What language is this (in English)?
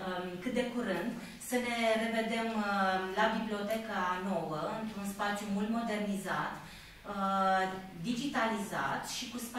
Romanian